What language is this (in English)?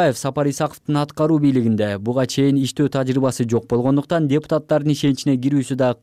Kyrgyz